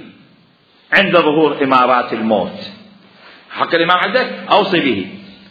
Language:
Mesopotamian Arabic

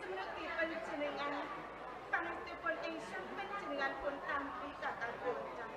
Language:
Javanese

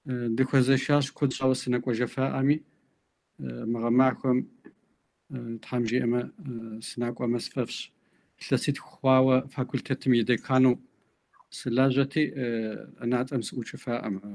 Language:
Kabardian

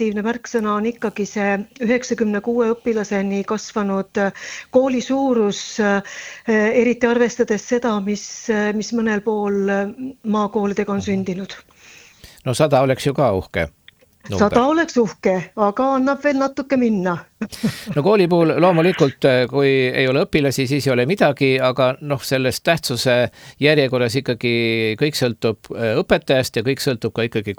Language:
Estonian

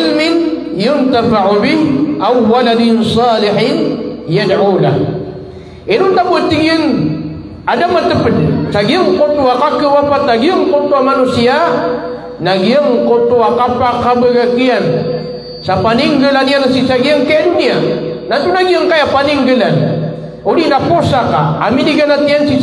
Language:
Maranao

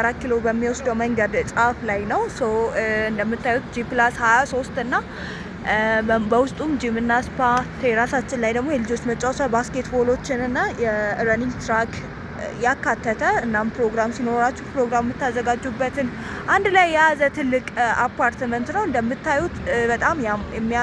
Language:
Amharic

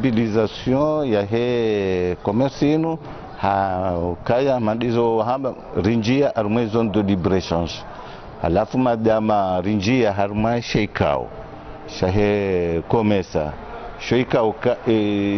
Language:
Ngazidja Comorian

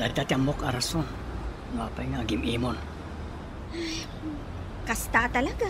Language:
Iloko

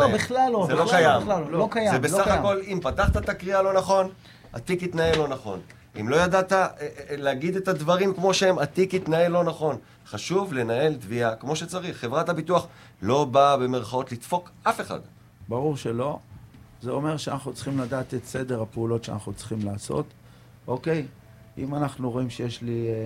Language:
Hebrew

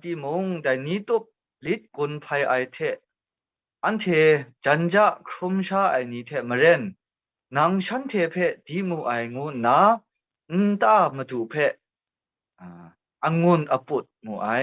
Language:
Kachin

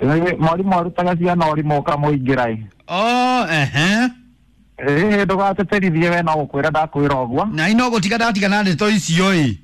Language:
Kikuyu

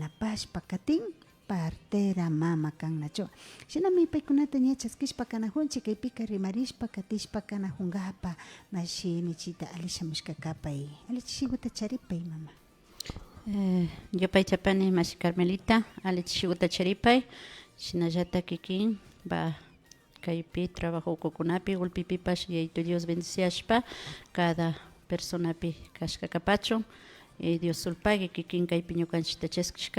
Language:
Imbabura Highland Quichua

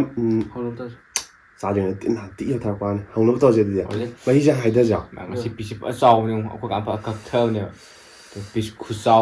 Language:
Manipuri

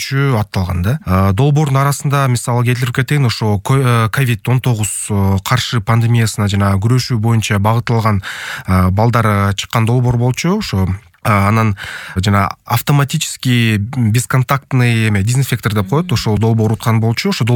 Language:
Kyrgyz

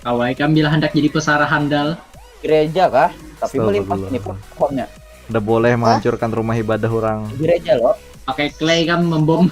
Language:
Banjar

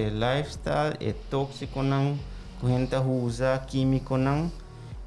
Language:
Papiamento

